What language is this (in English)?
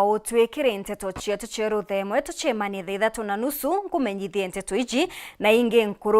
Meru